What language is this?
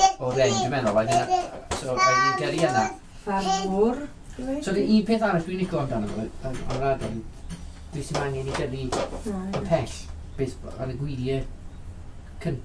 Welsh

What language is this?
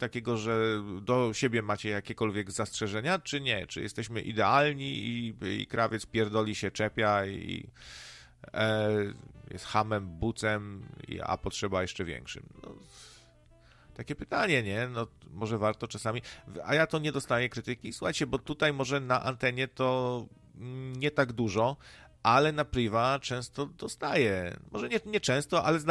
Polish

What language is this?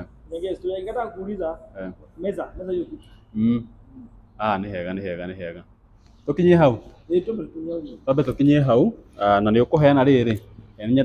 Kikuyu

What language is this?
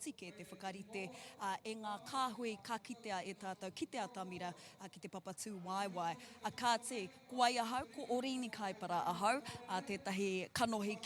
Māori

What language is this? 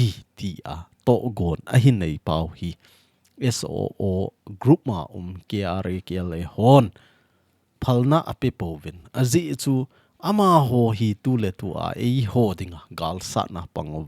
Thado Chin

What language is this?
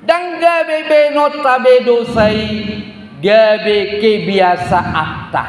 Batak Toba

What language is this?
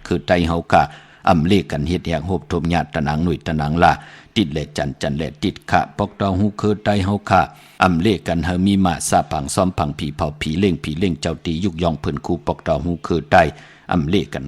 Shan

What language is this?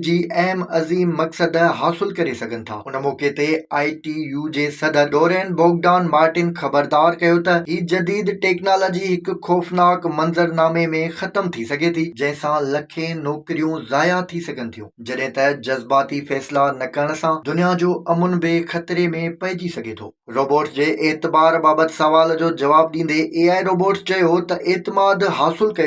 Sindhi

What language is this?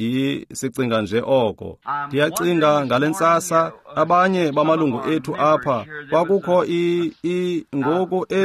Xhosa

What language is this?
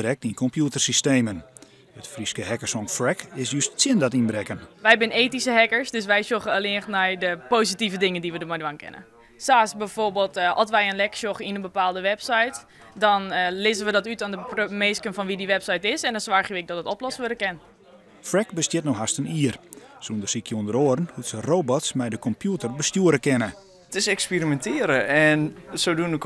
Western Frisian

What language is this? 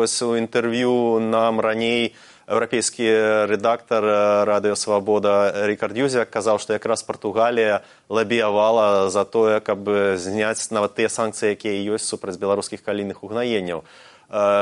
Belarusian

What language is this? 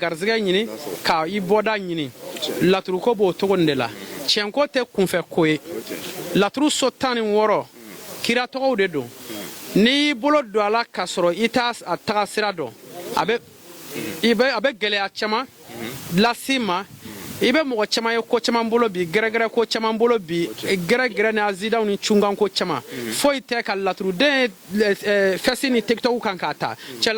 Bambara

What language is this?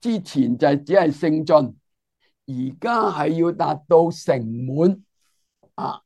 Cantonese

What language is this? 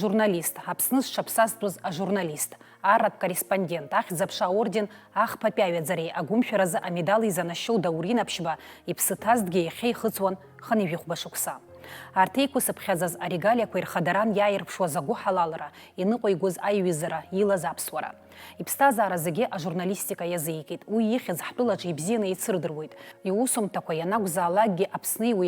Abkhazian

